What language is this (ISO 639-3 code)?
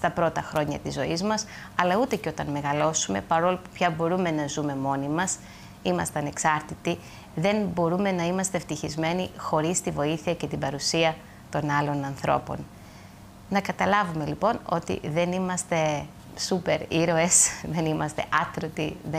ell